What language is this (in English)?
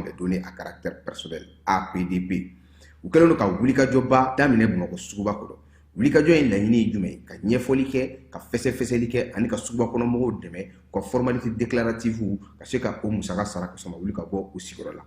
Bambara